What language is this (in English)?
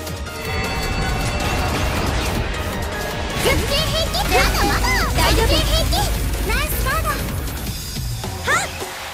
Japanese